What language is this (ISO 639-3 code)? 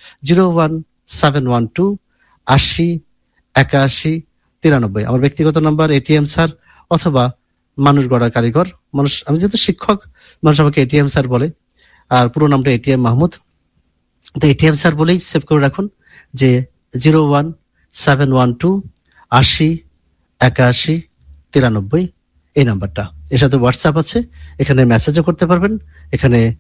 ben